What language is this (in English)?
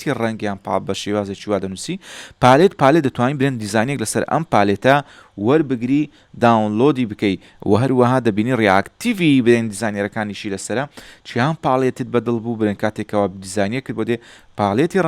Central Kurdish